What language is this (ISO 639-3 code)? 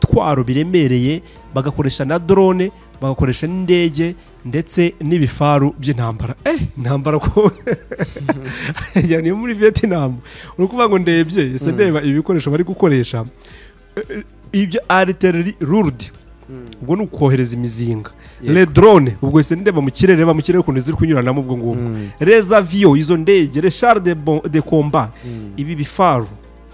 kin